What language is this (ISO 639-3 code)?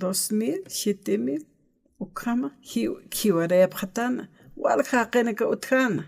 aym